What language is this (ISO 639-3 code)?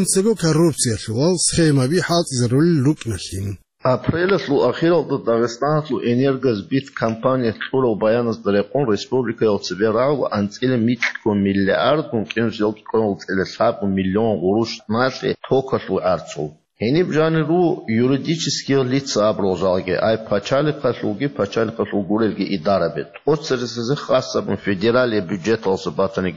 ava